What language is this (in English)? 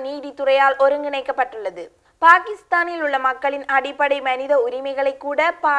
Tamil